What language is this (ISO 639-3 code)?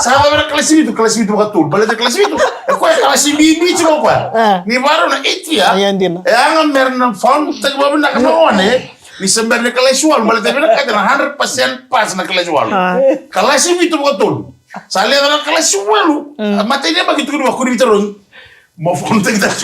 fij